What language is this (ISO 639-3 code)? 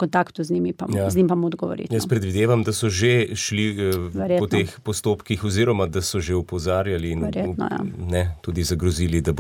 slv